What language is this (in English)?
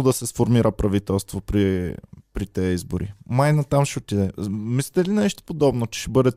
Bulgarian